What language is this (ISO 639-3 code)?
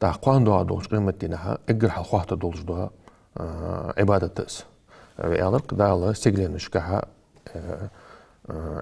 inh